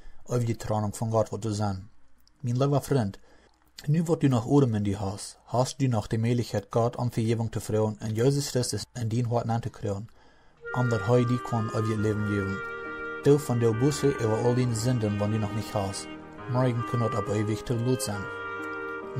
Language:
Plautdietsch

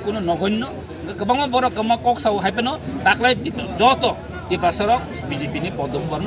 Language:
Kok Borok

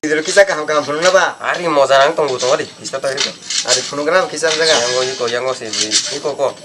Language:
Kok Borok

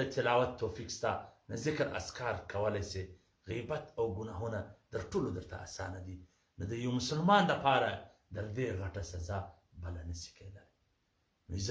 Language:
Pashto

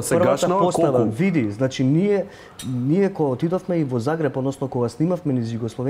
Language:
Macedonian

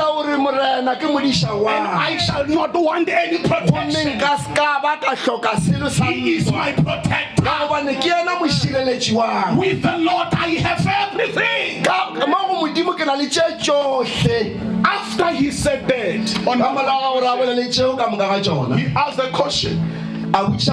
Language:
Northern Sotho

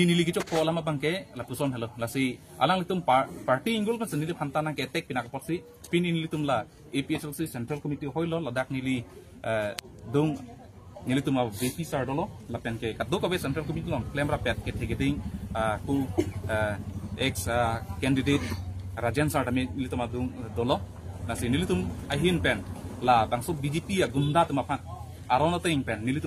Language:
Karbi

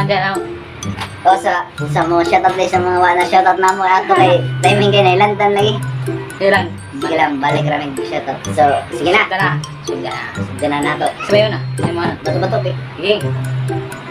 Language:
Cebuano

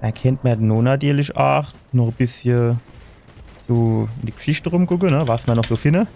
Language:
Palatine German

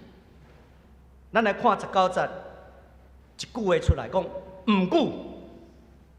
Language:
Min Nan Chinese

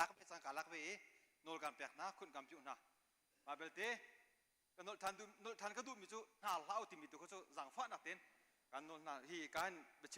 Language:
Hakha Chin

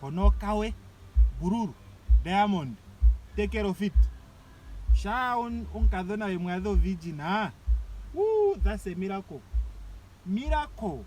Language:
Ndonga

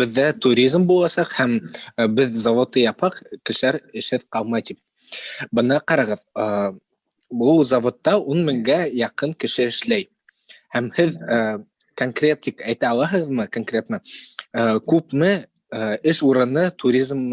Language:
Bashkir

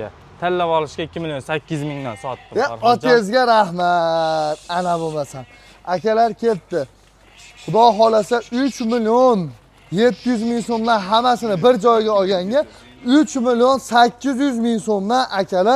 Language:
Uzbek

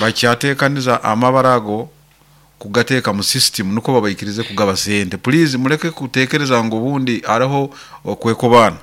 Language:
Nyoro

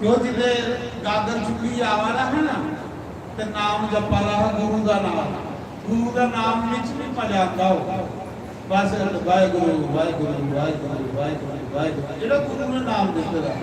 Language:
Dogri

